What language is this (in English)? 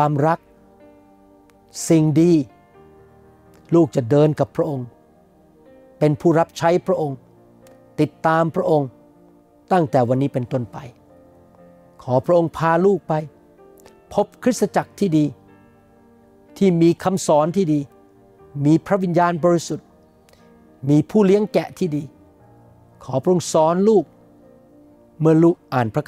Thai